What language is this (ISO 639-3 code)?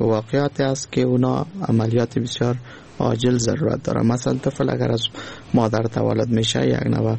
fas